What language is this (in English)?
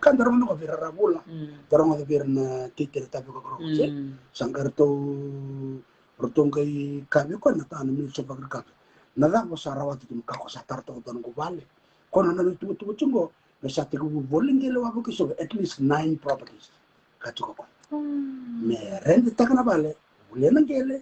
Fijian